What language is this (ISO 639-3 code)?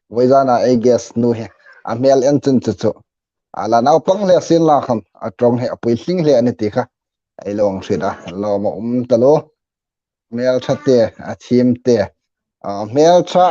hmr